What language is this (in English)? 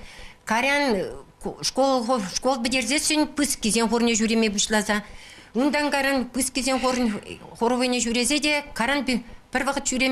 Chuvash